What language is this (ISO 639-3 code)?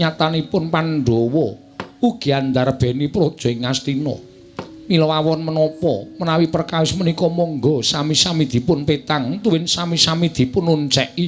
jav